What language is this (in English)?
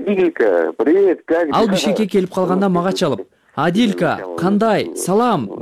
Kyrgyz